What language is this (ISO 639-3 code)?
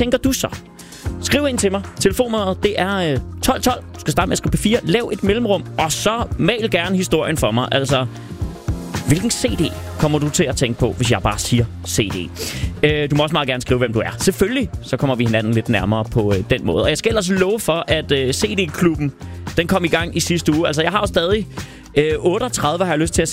dan